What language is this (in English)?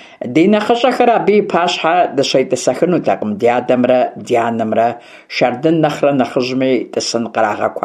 Kabardian